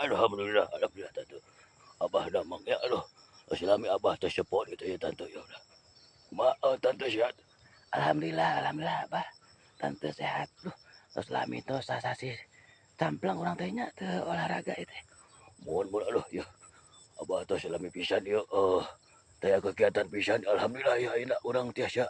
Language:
Sundanese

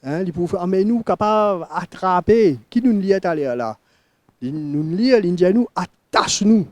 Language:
Morisyen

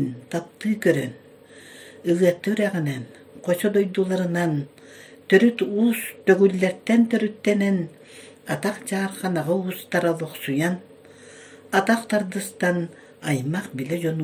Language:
Yakut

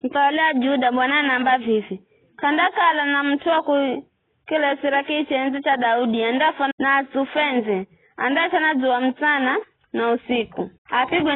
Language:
Giryama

